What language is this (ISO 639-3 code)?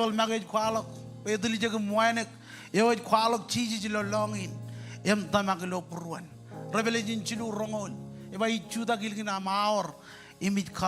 mah